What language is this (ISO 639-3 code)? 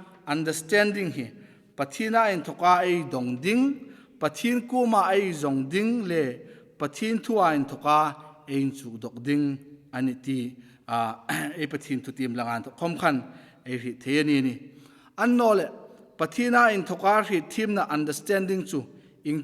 hmr